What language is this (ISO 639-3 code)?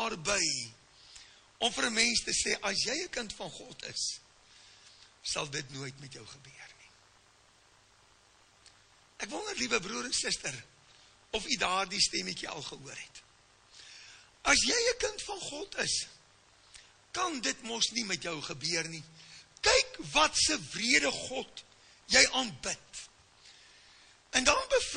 afr